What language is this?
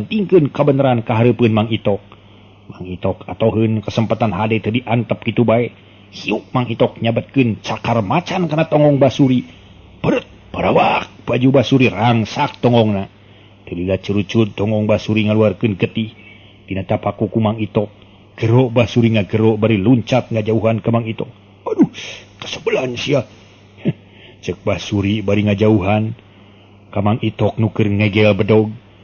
Sundanese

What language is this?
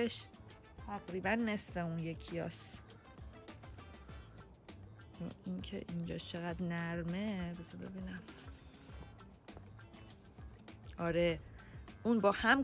Persian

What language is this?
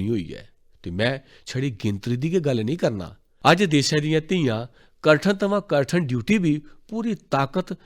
Dogri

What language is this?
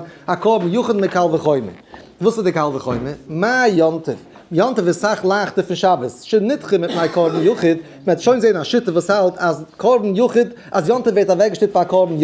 Yiddish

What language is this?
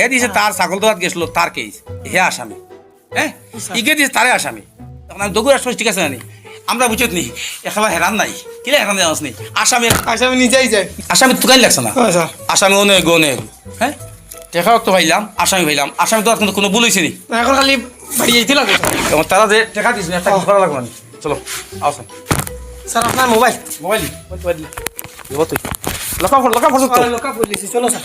Sylheti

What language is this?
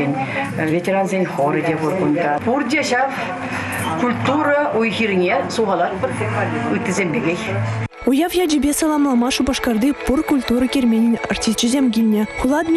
Chuvash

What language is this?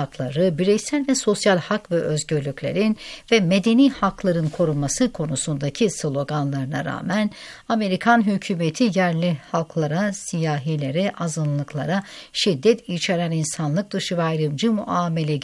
Turkish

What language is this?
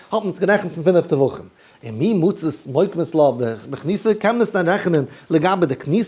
Yiddish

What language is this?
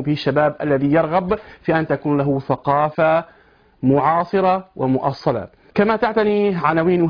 Arabic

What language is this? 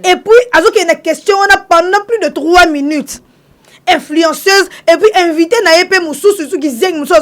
Lingala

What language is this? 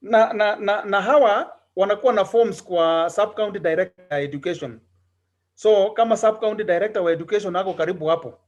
Kalenjin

